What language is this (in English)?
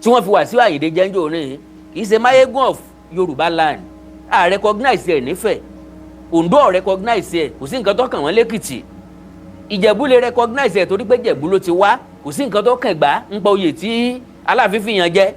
Yoruba